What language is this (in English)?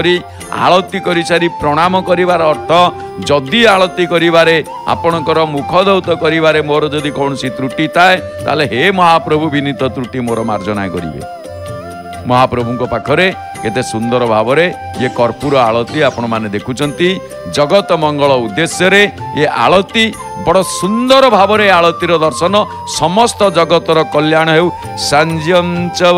Odia